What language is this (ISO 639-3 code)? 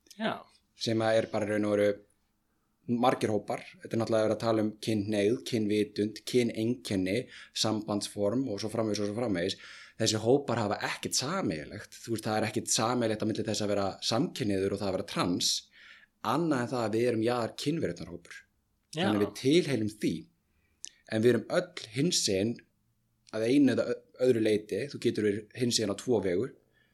isl